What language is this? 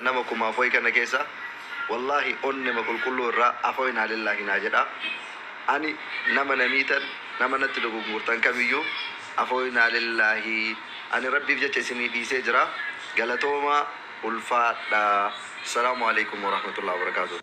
Oromo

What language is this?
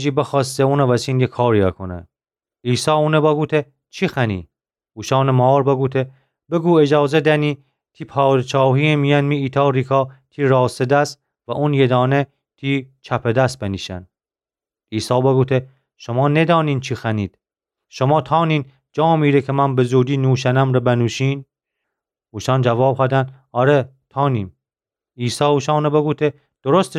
Gilaki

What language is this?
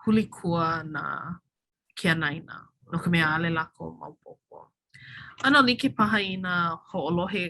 Hawaiian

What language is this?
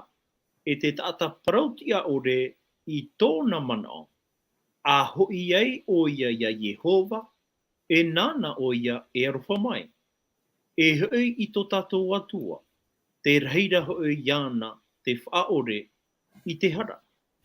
Tahitian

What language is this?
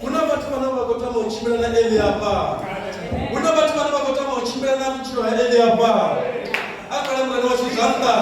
Venda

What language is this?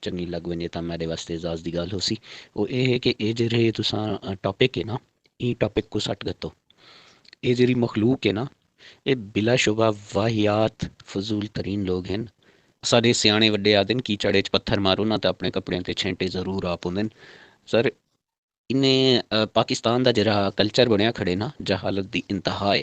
Saraiki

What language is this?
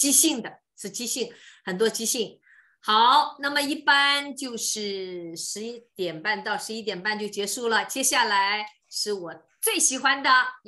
Chinese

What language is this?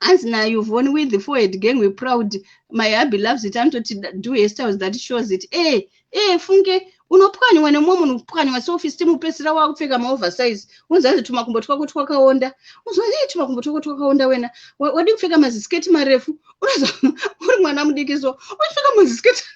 Shona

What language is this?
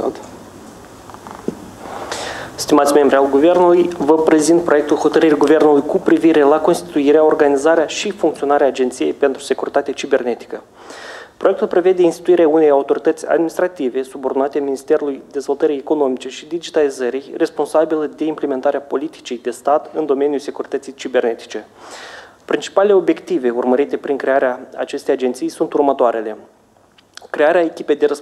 Romanian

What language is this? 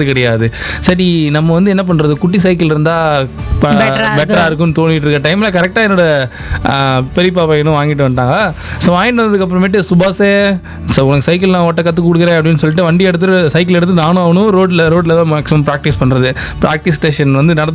Tamil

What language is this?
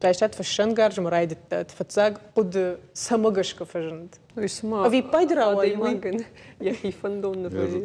Ossetic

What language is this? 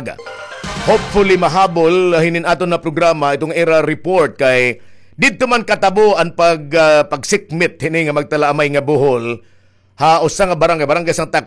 Waray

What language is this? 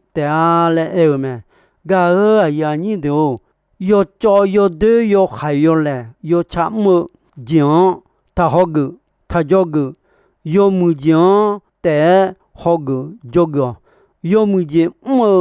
Akha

